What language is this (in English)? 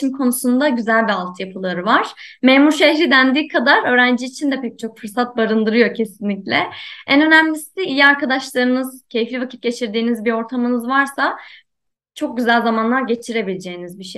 Turkish